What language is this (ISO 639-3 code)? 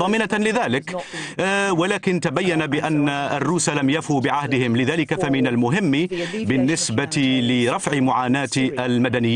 ara